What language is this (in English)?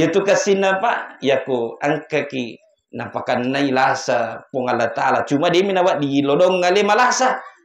Buginese